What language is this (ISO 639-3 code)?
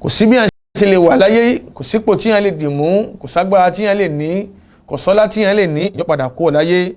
yor